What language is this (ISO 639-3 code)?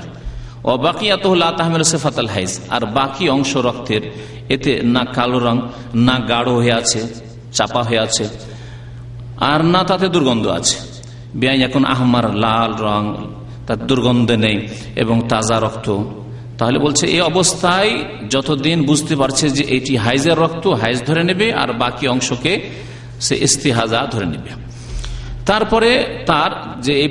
ben